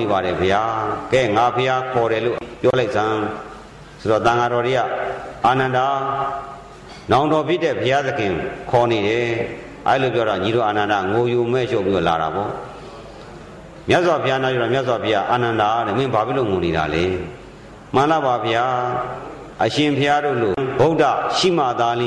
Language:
Burmese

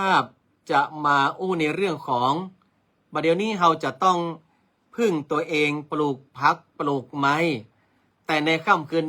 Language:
Northern Thai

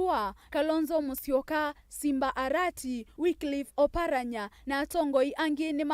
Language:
Kamba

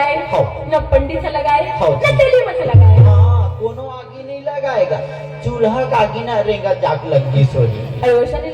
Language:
Chhattisgarhi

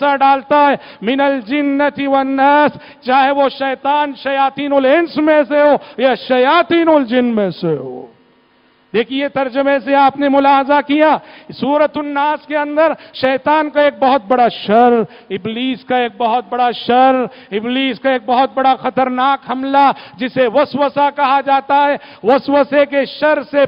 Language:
Urdu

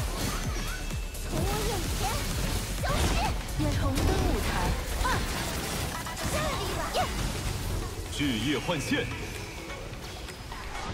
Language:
Chinese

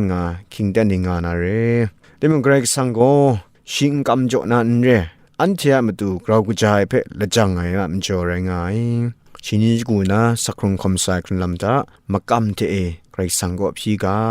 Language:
Kachin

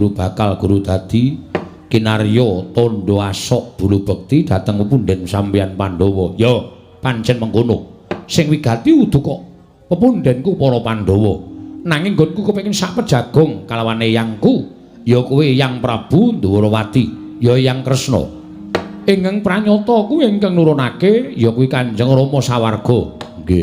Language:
Javanese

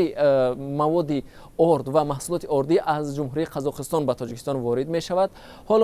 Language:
Tajik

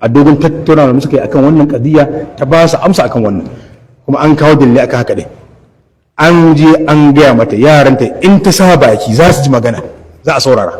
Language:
Hausa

